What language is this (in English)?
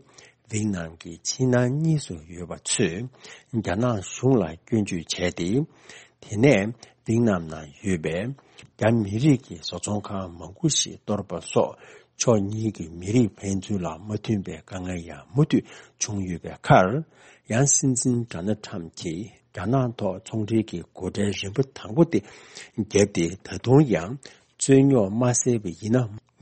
Tibetan